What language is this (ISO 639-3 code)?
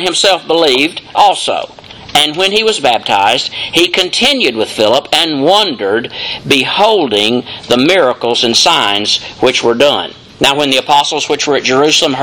eng